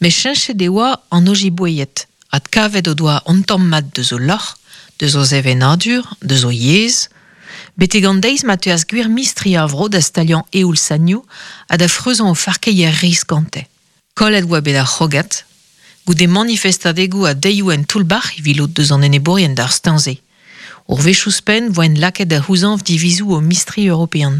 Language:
Breton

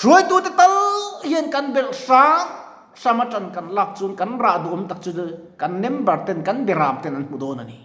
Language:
Mizo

